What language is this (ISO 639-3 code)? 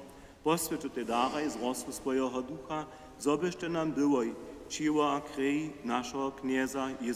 hsb